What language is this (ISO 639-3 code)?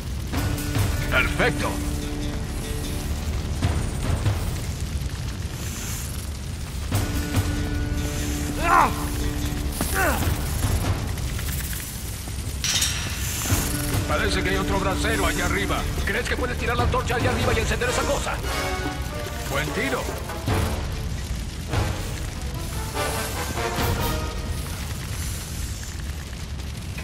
spa